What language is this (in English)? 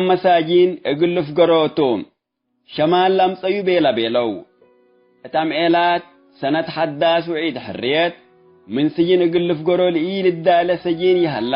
Tigre